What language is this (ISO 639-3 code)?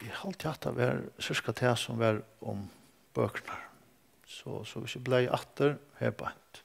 fao